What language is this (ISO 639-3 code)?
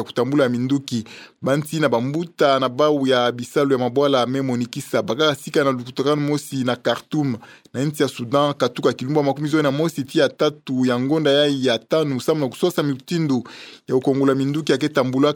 ktu